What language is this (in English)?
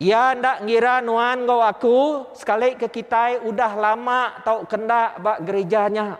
Iban